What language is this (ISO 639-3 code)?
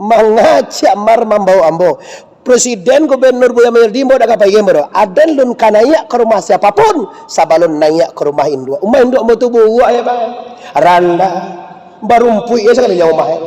min